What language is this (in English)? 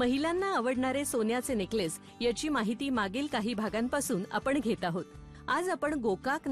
Marathi